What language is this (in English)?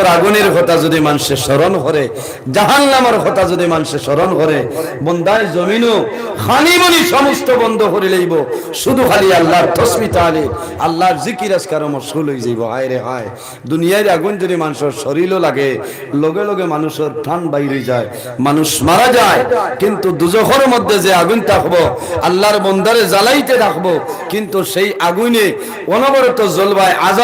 Sylheti